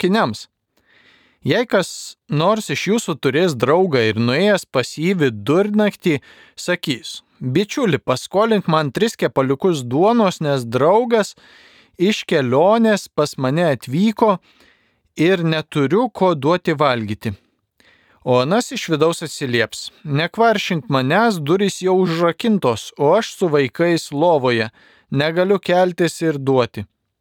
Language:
Lithuanian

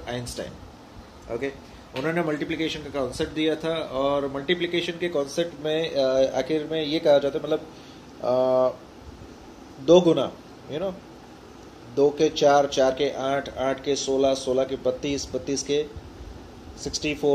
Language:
Hindi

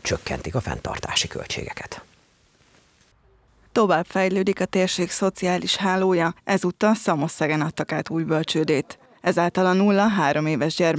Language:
Hungarian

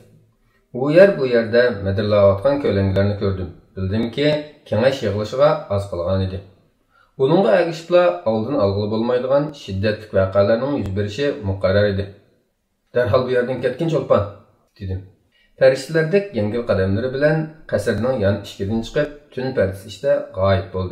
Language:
Uyghur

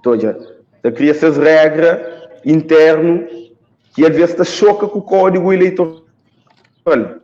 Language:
Kabuverdianu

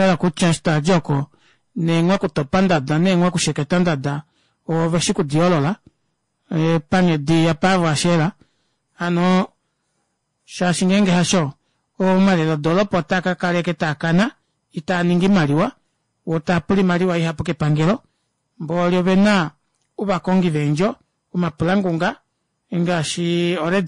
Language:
Kuanyama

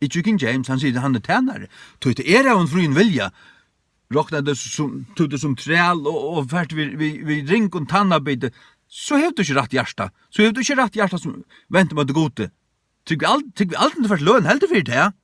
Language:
Faroese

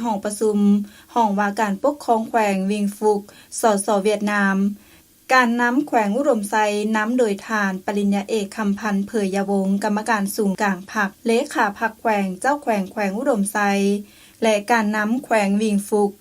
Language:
Lao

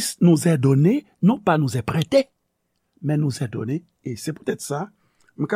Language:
Haitian Creole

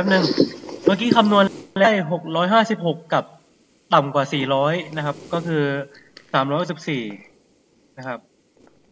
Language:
Thai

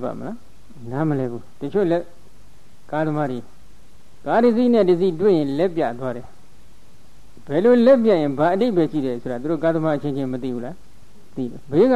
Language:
Burmese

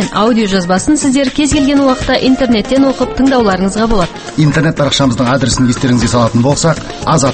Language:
Kazakh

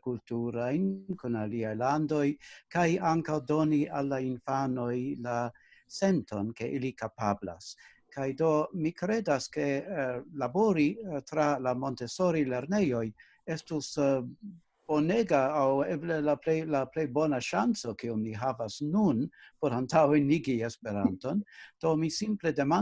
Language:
Esperanto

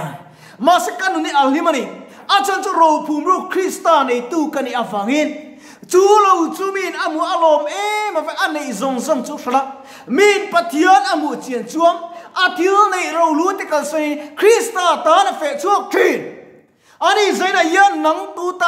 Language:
Mizo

